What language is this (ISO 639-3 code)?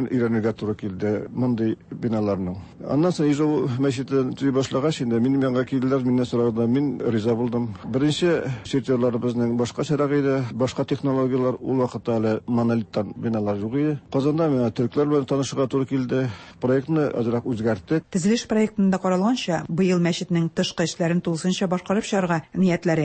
tat